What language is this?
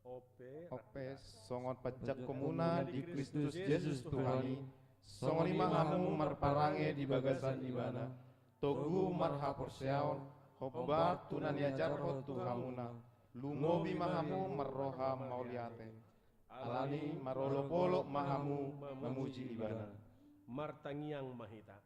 Batak Toba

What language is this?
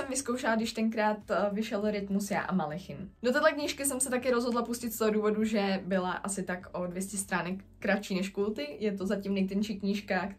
Czech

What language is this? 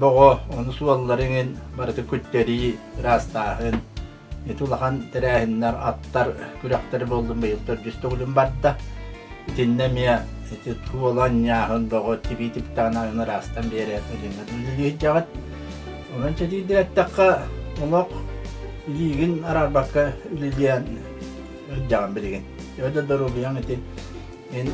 Yakut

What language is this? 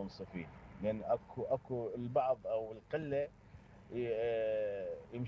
Mesopotamian Arabic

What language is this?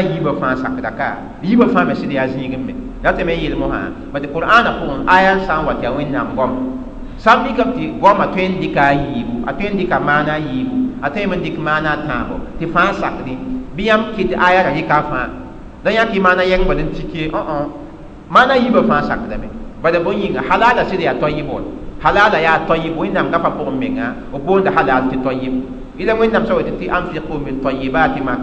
Mossi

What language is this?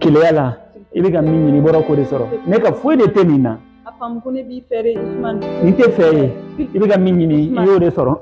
Bambara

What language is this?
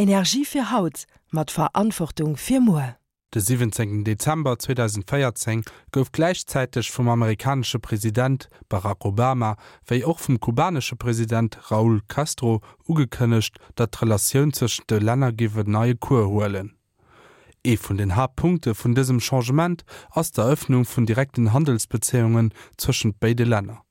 Luxembourgish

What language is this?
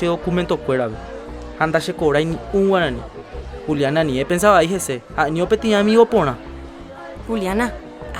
Guarani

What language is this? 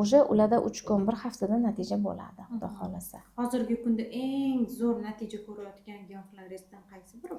Uzbek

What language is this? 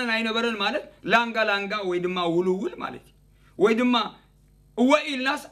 Tigrinya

